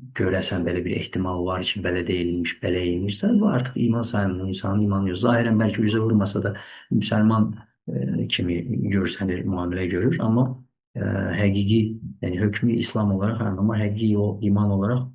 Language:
Azerbaijani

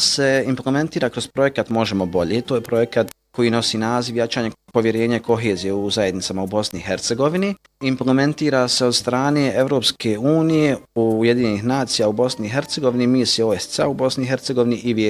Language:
Bosnian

